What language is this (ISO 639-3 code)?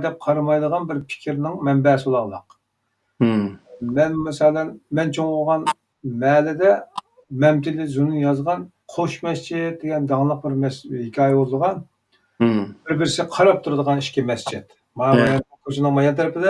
uig